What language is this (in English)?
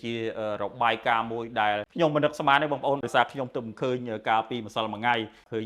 Khmer